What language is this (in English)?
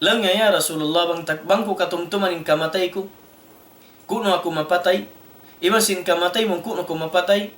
Tausug